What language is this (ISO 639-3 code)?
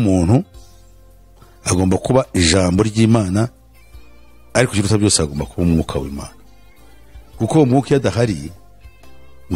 kin